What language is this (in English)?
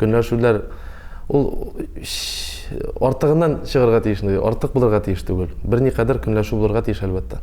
Tatar